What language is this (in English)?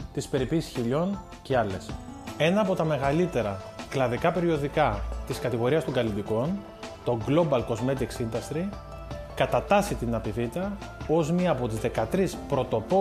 Greek